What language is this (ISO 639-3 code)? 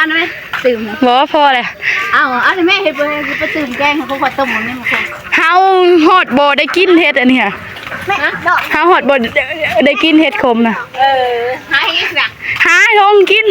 tts